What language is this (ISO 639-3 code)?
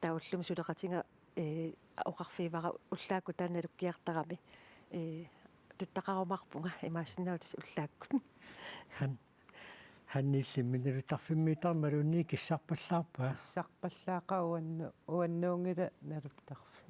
kal